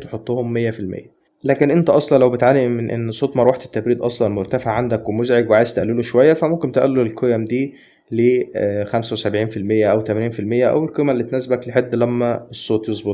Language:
Egyptian Arabic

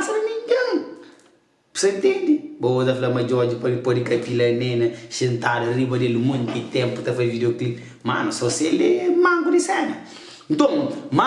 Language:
Kabuverdianu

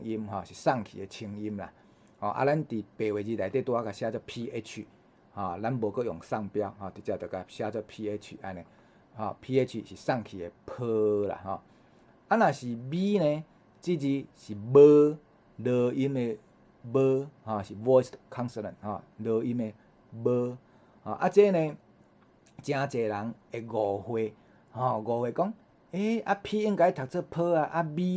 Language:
Min Nan Chinese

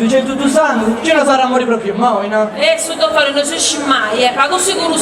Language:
Sardinian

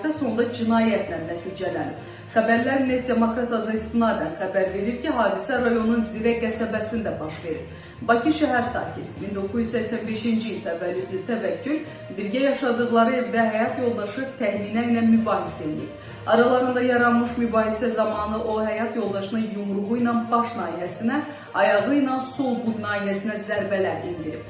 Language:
Azerbaijani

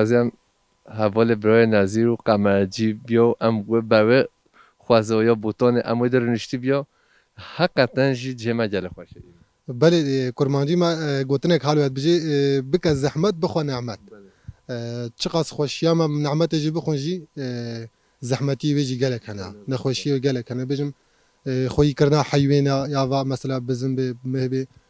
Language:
Kurdish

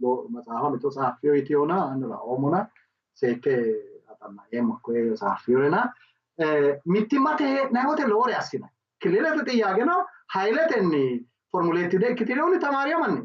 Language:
Sidamo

